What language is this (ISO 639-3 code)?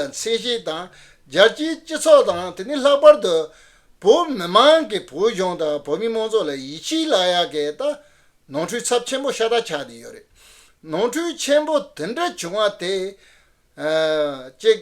bod